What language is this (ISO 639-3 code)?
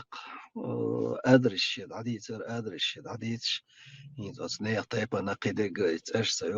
che